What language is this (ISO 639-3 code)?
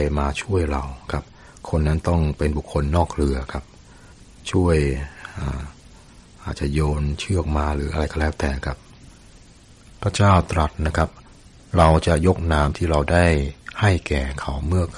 tha